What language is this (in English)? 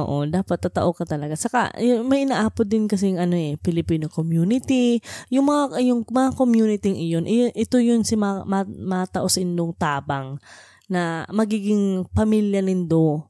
Bikol